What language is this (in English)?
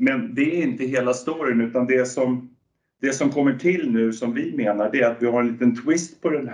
Swedish